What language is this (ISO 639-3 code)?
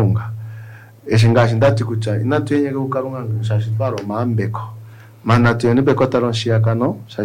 kua